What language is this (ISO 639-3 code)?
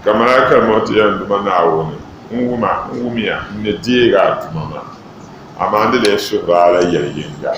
dag